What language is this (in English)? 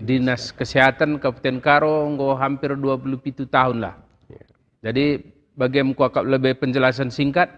Batak Karo